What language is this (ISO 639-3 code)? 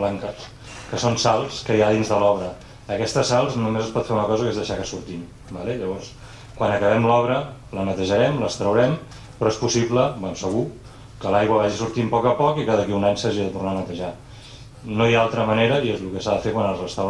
cat